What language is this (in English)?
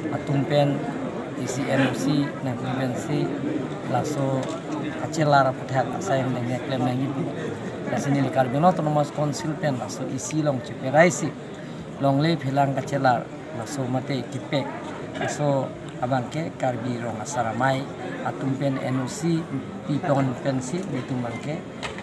Karbi